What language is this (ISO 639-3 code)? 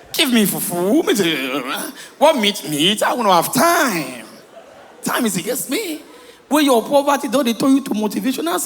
pcm